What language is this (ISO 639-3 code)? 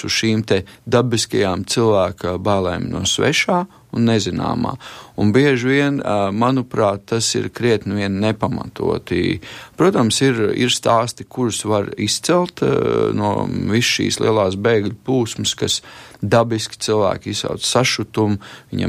lav